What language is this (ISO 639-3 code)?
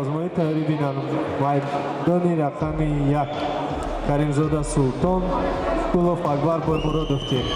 tgk